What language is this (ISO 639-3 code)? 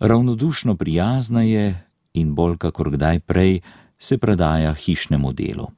slv